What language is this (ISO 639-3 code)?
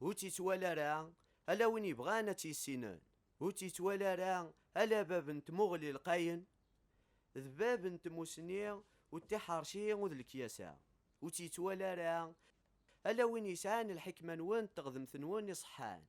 kab